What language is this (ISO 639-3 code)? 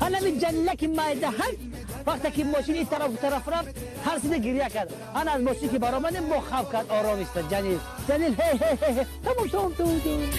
tgk